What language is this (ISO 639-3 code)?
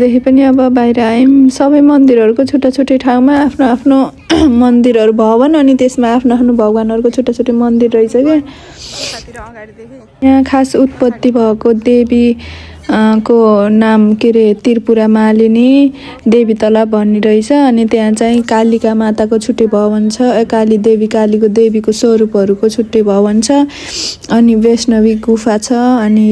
nep